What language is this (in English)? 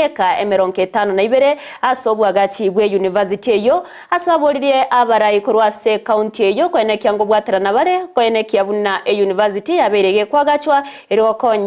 Gusii